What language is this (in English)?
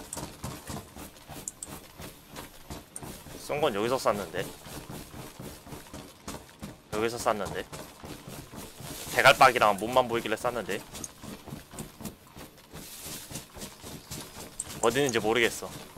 Korean